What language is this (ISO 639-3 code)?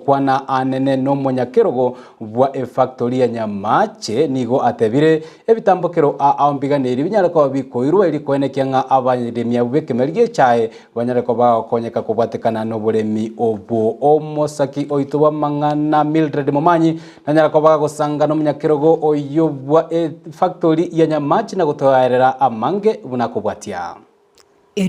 guz